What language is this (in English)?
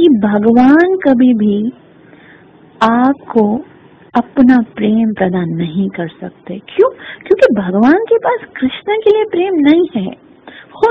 Hindi